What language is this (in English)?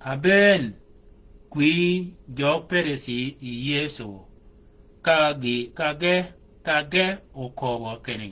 Shilluk